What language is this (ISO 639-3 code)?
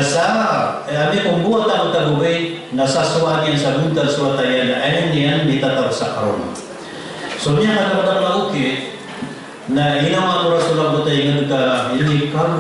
mrw